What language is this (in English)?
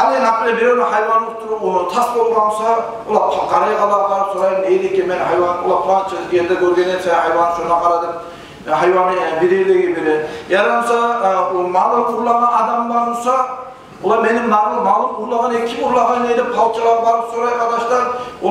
Kumyk